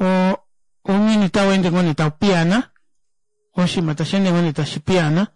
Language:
Kuanyama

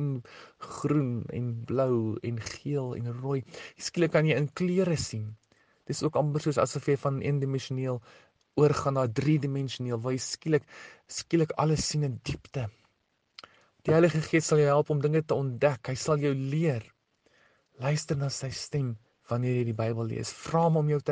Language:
Afrikaans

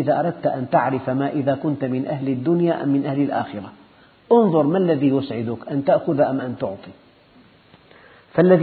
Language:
Arabic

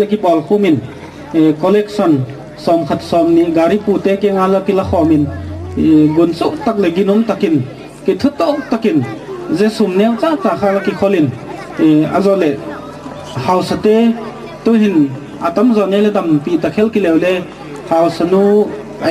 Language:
Gangte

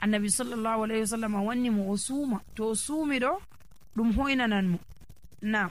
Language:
Nigerian Fulfulde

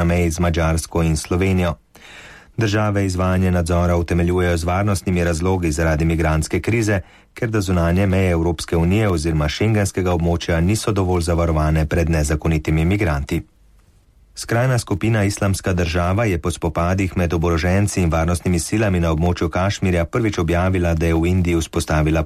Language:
Slovenian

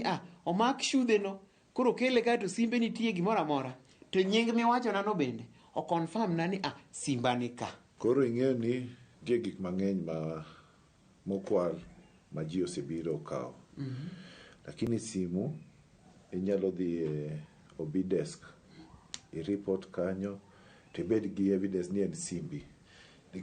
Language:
Luo (Kenya and Tanzania)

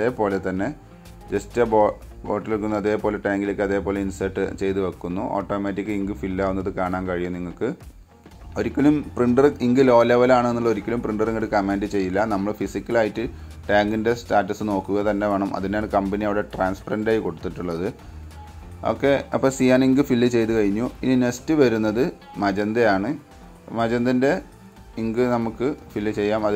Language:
Malayalam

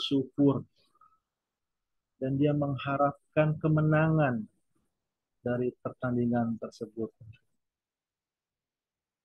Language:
Indonesian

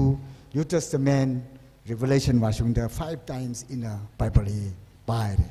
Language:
Tangkhul Naga (India)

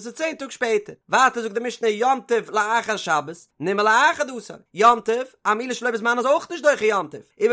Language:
Yiddish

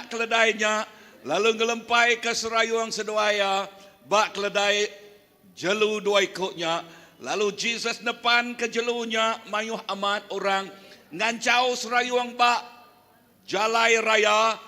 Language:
Iban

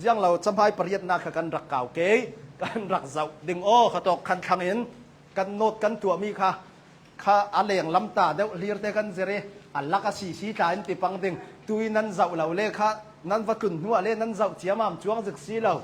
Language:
Hakha Chin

